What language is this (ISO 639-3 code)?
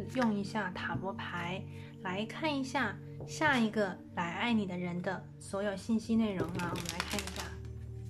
zho